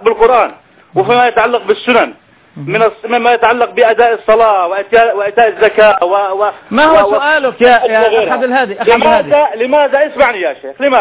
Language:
Arabic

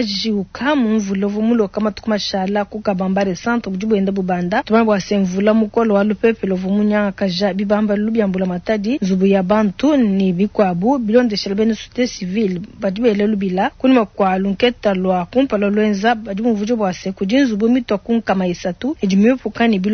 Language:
Luba-Lulua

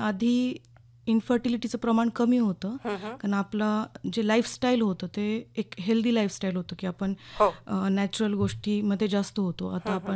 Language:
Marathi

